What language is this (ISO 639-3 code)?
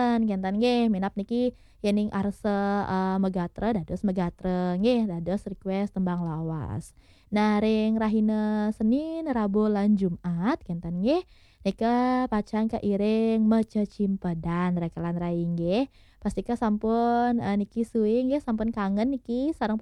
ban